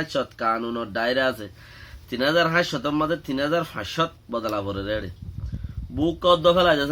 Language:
Rohingya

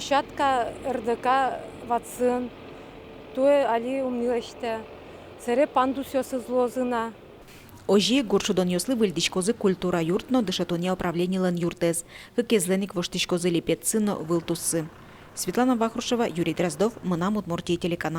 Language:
Udmurt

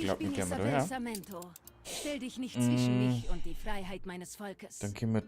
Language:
Bavarian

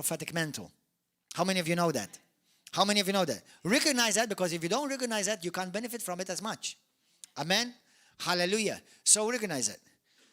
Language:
English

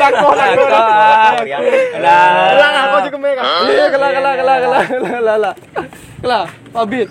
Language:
Madurese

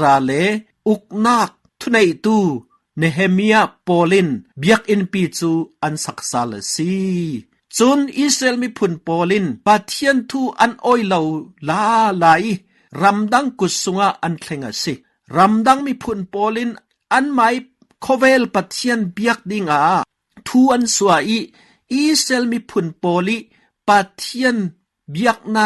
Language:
Falam Chin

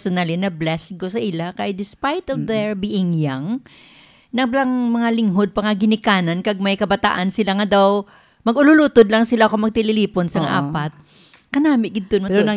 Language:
Hiligaynon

